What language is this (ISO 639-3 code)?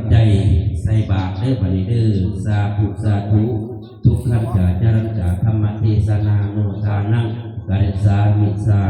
tts